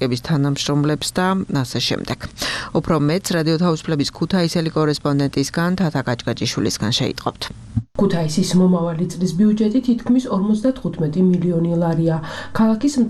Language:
Georgian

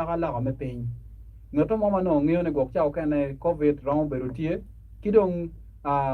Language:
Acoli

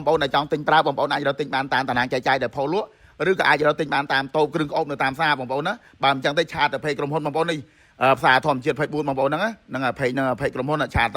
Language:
Khmer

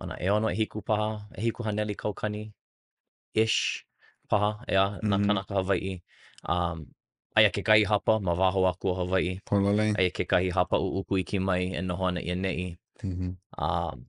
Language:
Hawaiian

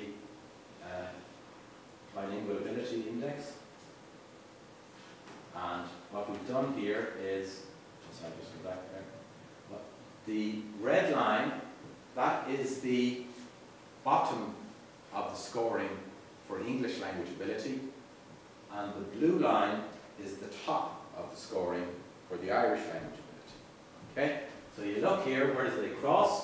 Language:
English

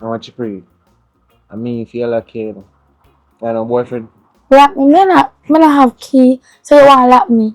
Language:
Jamaican Creole English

